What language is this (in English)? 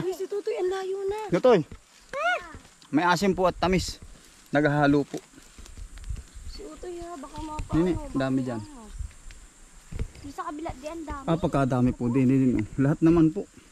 Filipino